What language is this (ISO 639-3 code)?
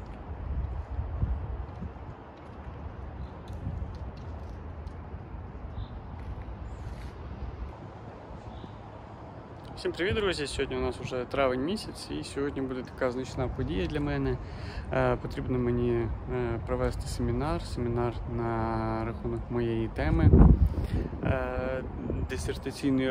ukr